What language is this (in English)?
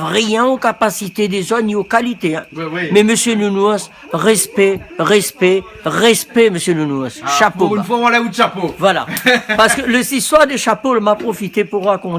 Réunion Creole French